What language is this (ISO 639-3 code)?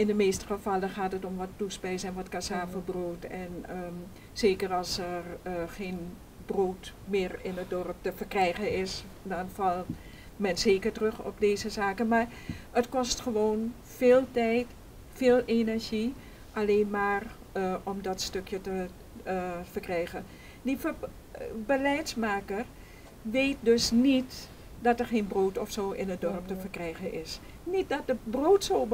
nld